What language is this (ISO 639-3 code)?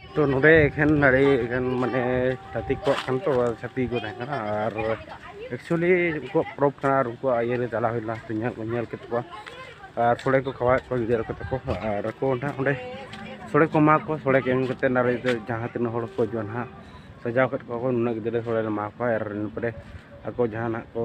sat